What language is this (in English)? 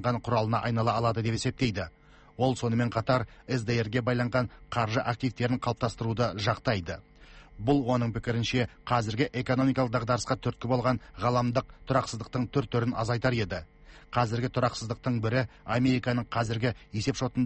Kazakh